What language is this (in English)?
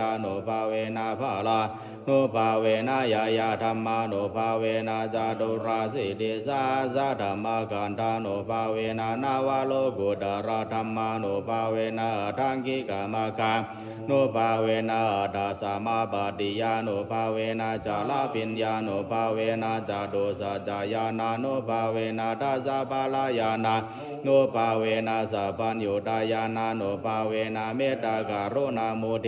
Pali